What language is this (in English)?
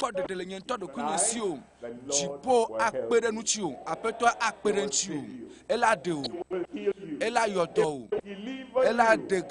Ewe